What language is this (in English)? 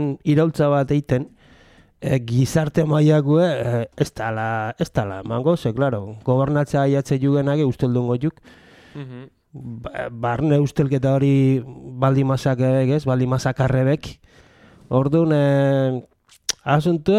Basque